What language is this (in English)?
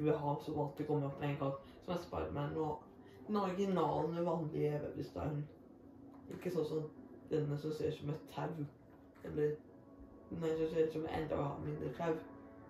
Norwegian